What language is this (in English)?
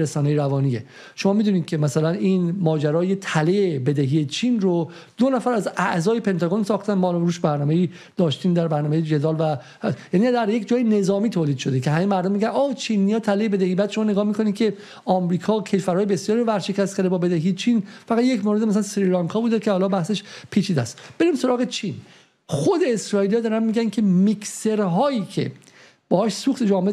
Persian